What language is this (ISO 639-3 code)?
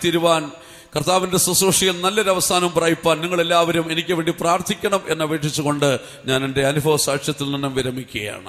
mal